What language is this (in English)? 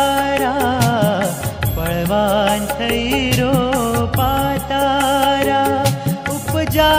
Gujarati